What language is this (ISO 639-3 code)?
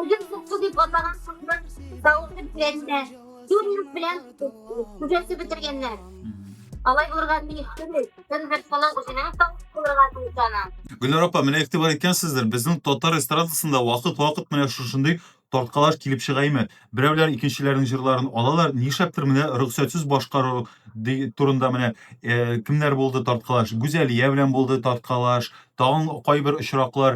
tat